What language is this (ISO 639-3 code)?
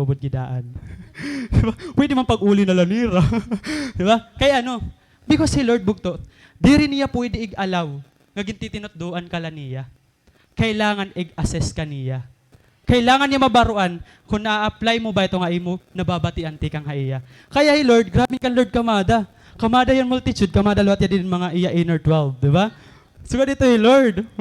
war